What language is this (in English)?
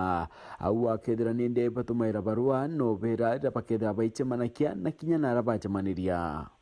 Meru